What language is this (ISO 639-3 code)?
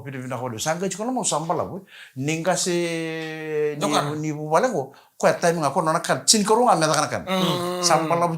fij